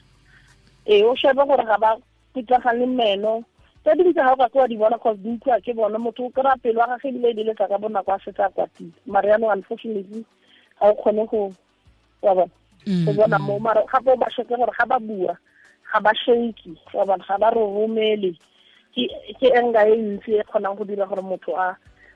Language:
Tswana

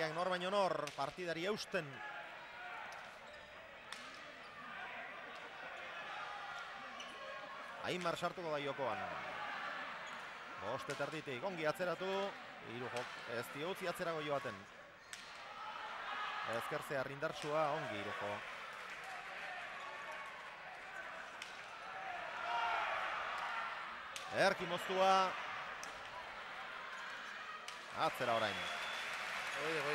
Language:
Basque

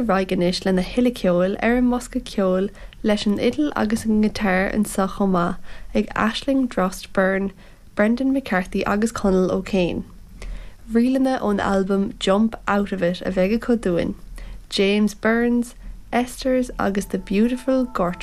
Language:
Irish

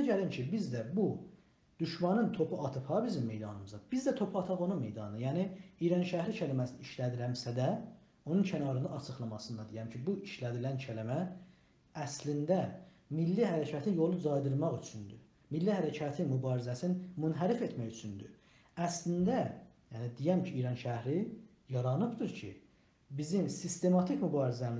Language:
South Azerbaijani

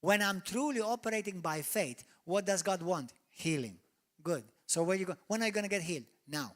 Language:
English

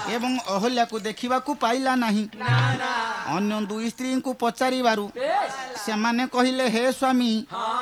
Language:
Odia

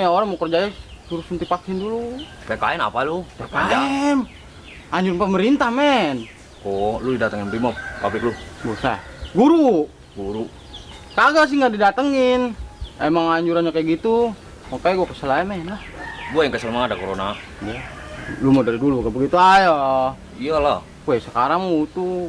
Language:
Betawi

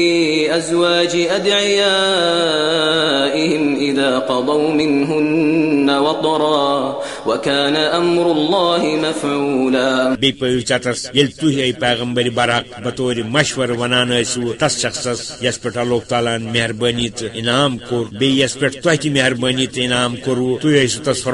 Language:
Kashmiri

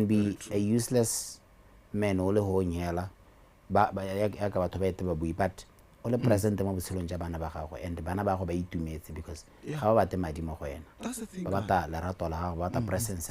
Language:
Tswana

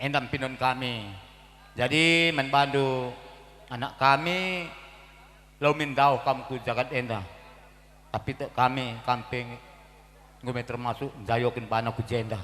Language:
Batak Karo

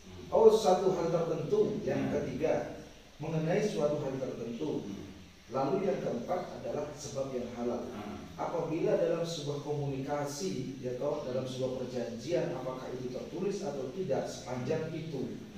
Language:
Indonesian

